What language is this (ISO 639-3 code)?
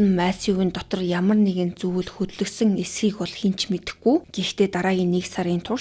mon